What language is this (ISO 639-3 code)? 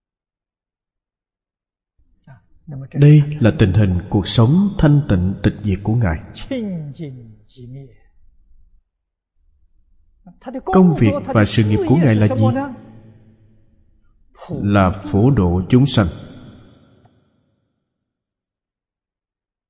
vie